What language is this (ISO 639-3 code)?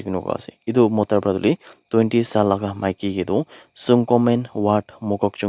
nag